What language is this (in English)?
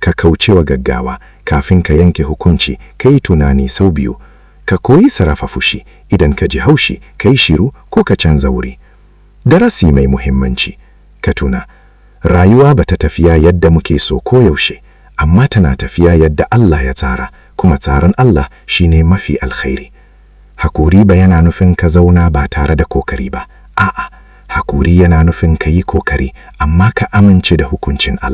Hausa